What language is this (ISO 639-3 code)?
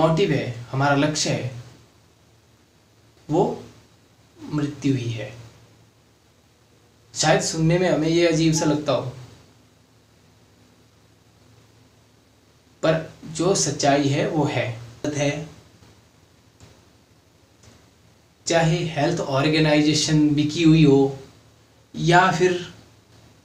hin